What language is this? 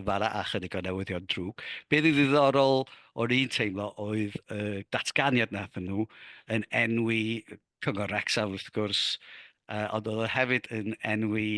Welsh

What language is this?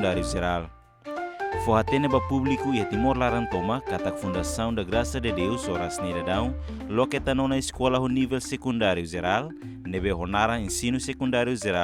Tetum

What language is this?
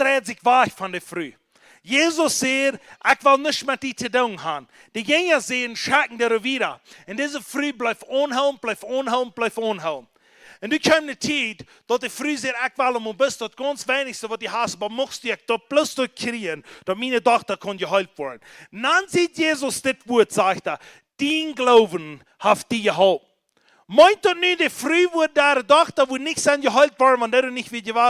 Plautdietsch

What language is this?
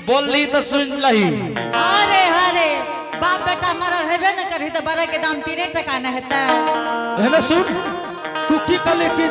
Angika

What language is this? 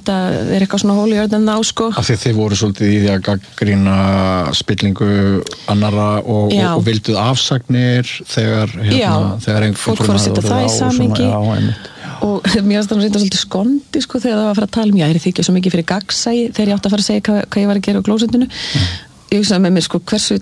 Icelandic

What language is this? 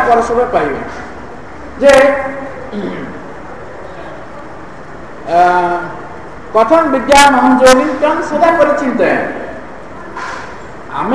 Odia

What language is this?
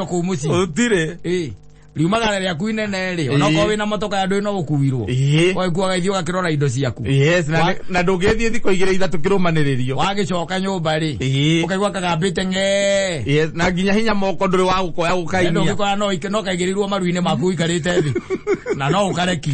Kikuyu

